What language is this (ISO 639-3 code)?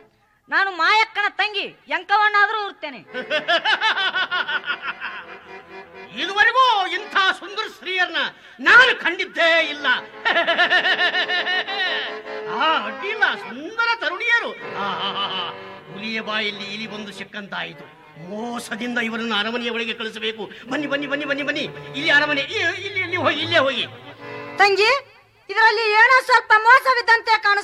kan